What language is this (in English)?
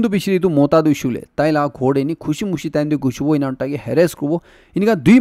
Naga Pidgin